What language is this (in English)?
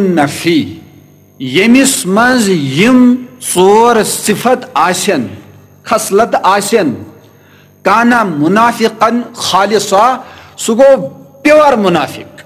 Kashmiri